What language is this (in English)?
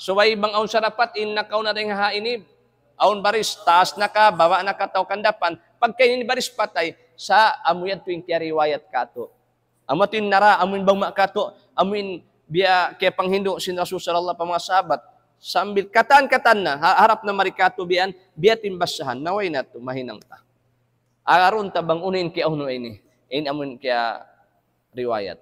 Tausug